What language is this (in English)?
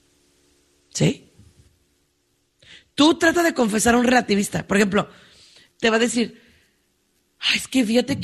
Spanish